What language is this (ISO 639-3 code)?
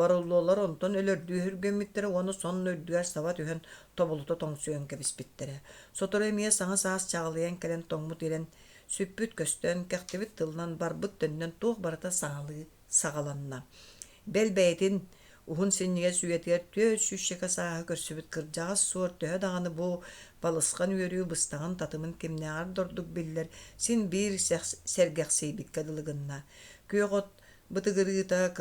sah